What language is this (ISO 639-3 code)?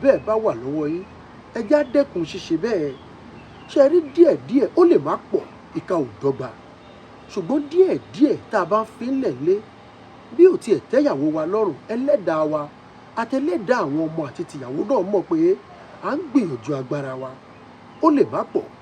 yor